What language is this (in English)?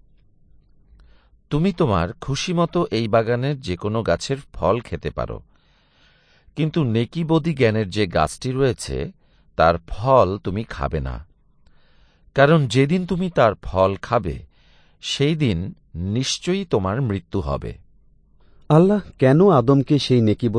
Bangla